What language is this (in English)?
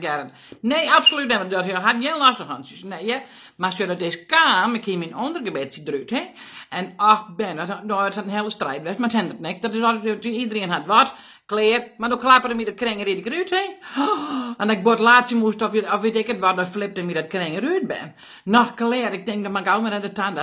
Western Frisian